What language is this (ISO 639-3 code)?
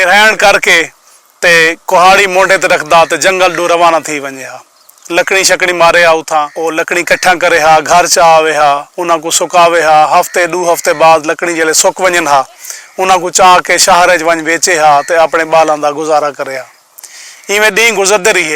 skr